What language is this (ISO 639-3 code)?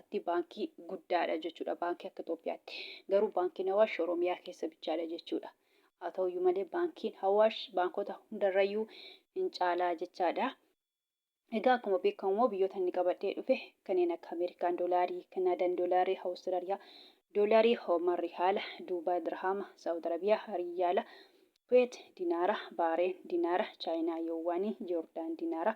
orm